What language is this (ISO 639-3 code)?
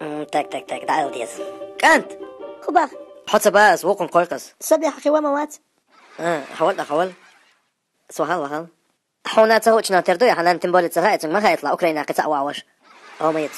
che